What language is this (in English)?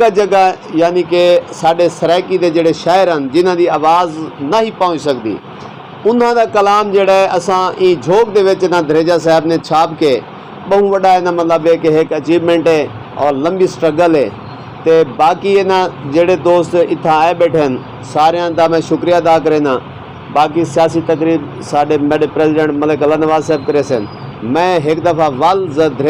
Saraiki